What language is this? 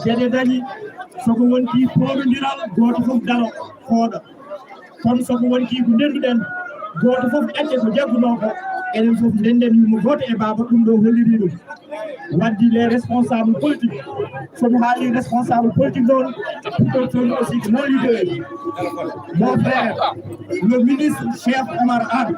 Fula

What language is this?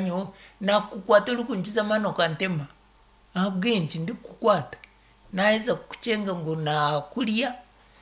Nyankole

